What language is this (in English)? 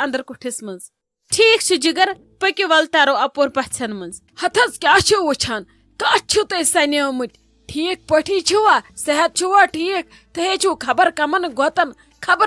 Kashmiri